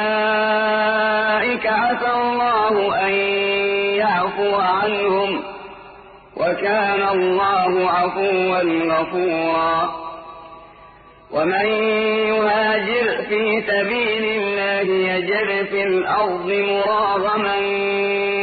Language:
Arabic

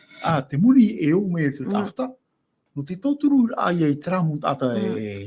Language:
Tahitian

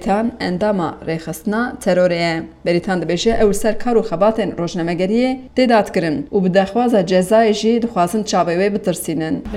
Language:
Kurdish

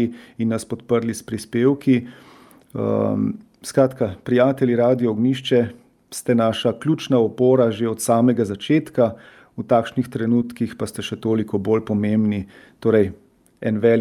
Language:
Slovenian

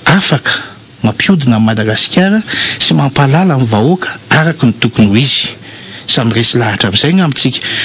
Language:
Malagasy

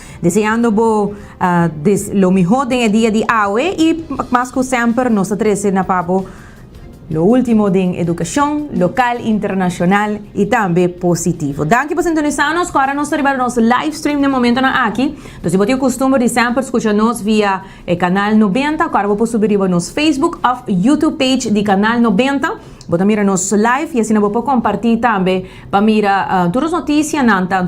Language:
Papiamento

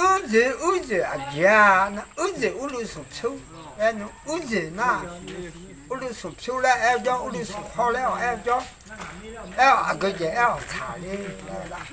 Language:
Akha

